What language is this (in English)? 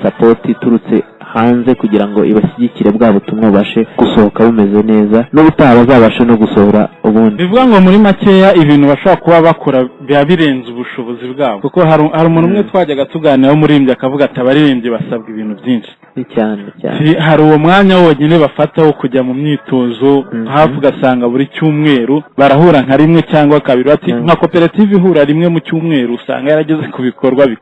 Kinyarwanda